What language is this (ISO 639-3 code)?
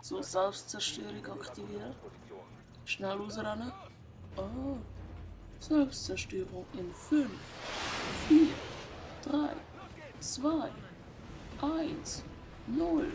gsw